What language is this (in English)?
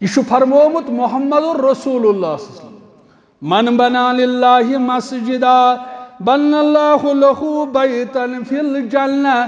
Kashmiri